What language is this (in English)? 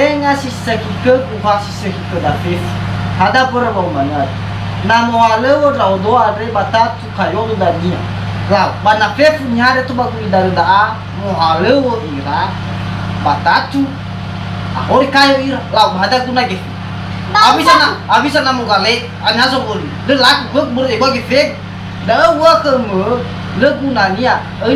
Nias